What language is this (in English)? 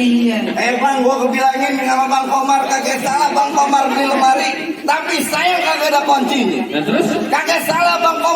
Betawi